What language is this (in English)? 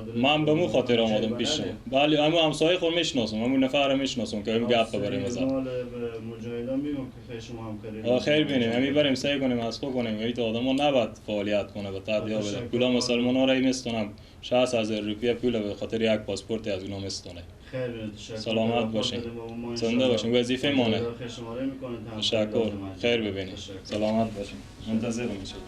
Persian